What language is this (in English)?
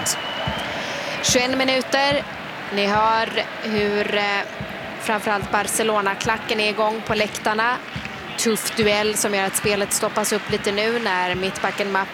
Swedish